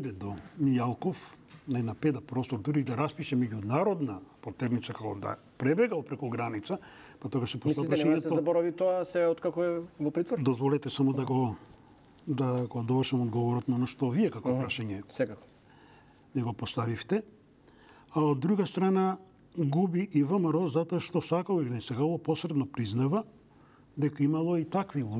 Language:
Macedonian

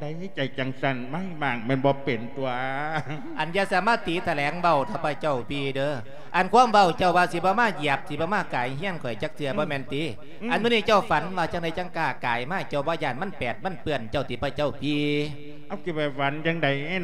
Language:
Lao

